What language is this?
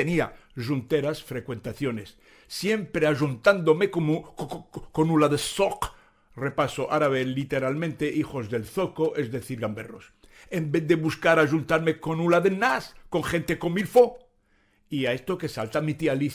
Ladino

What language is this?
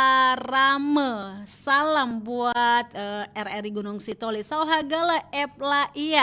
Nias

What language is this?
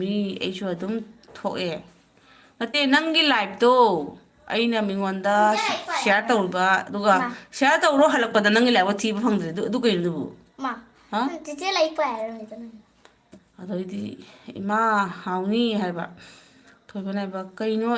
Manipuri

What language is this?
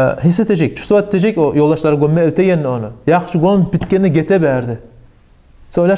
Kumyk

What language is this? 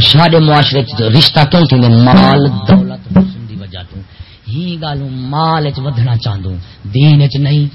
Saraiki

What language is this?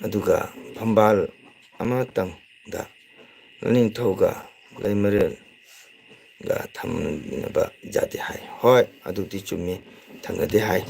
Manipuri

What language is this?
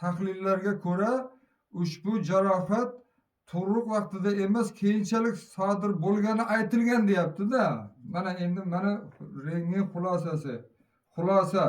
Uzbek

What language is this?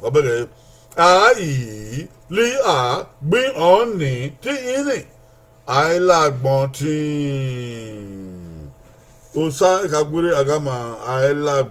Bini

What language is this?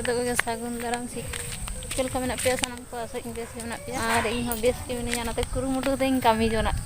Santali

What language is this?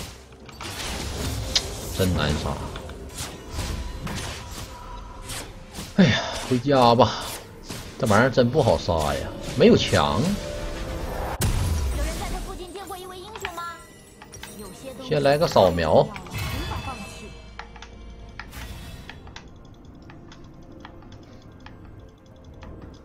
Chinese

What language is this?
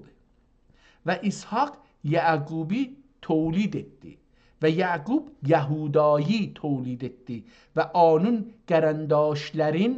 South Azerbaijani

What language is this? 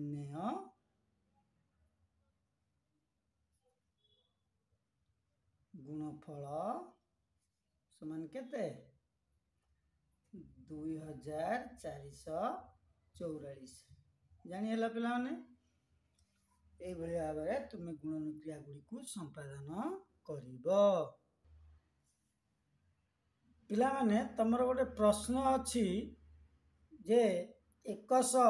Odia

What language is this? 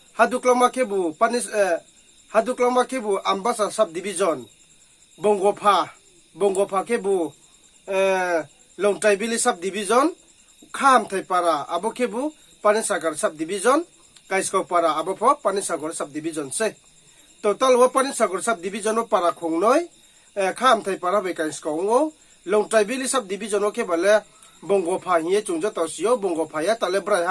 Riang (India)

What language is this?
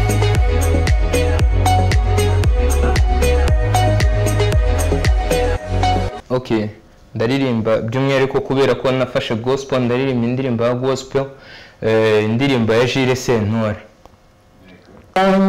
Kinyarwanda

